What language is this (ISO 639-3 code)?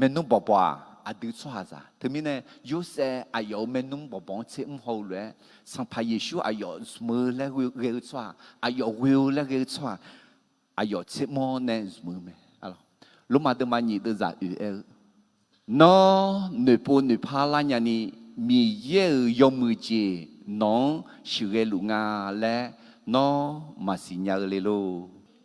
ahk